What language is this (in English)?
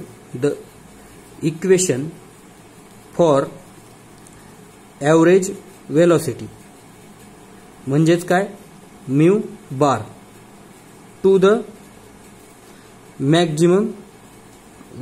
Marathi